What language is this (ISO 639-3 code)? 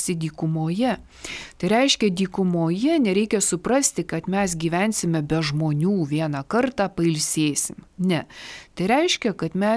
lit